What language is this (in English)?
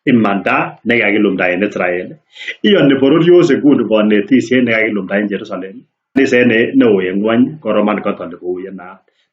Kalenjin